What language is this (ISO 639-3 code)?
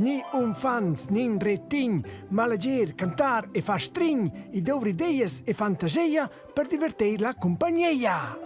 roh